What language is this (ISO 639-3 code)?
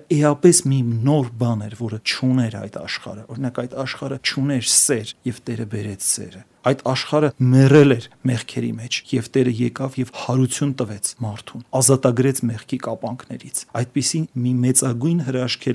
hye